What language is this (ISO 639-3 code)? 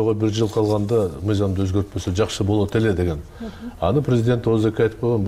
kir